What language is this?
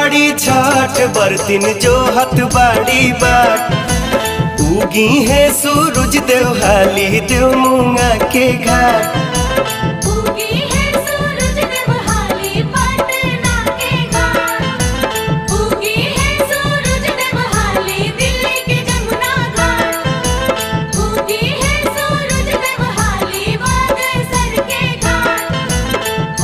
Bhojpuri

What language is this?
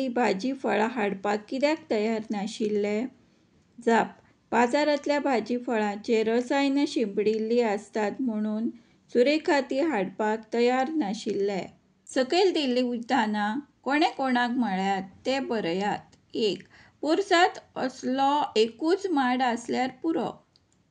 Konkani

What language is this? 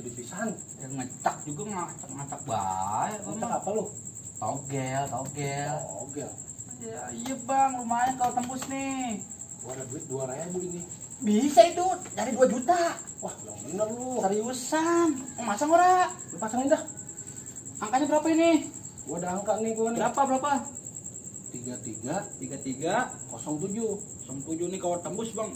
Betawi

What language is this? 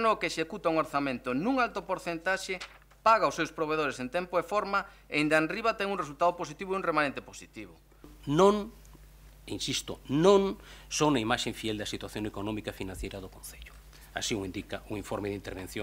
Galician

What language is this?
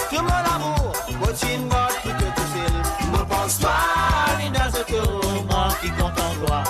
Morisyen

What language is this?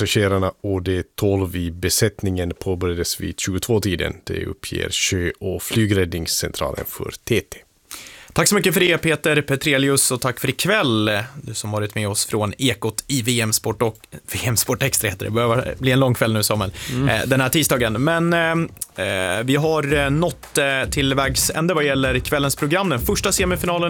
Swedish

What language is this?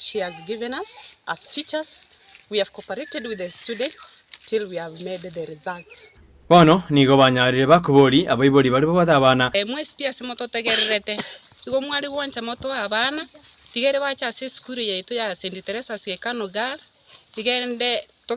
Gusii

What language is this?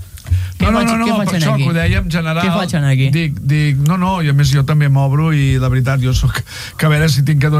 Catalan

